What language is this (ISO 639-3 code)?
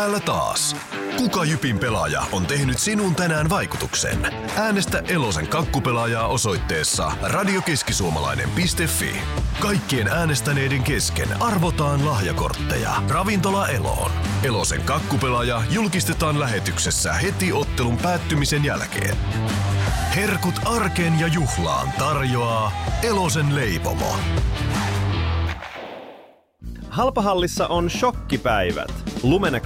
fin